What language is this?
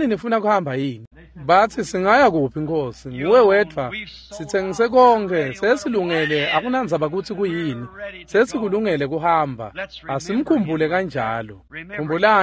Swati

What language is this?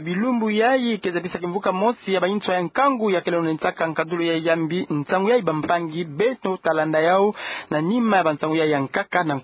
Kituba (Democratic Republic of Congo)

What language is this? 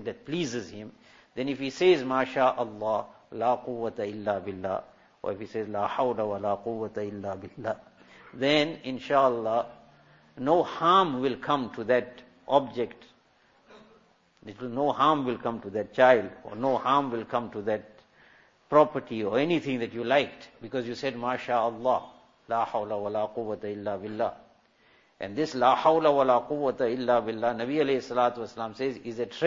English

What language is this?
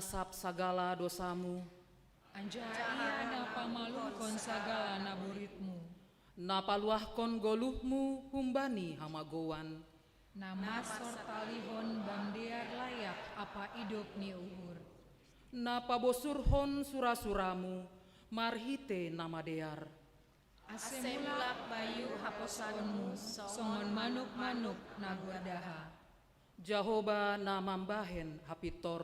Batak Simalungun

